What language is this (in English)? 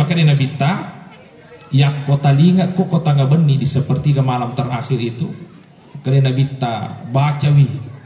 Buginese